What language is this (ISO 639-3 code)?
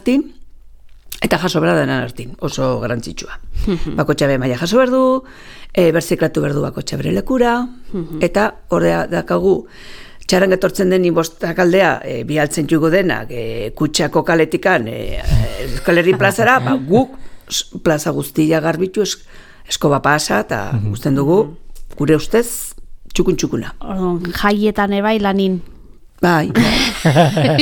eus